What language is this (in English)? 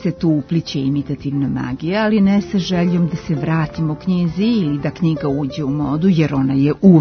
Serbian